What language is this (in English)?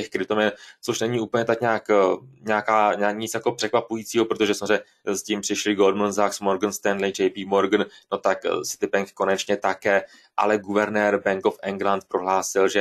Czech